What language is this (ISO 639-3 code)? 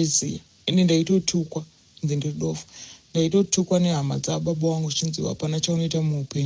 sna